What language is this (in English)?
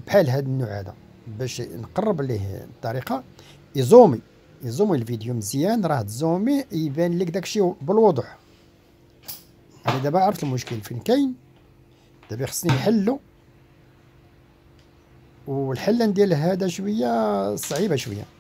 Moroccan Arabic